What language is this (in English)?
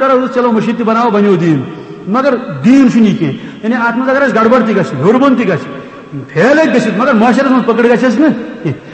Kashmiri